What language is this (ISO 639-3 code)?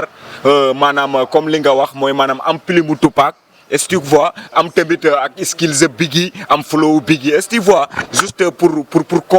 wol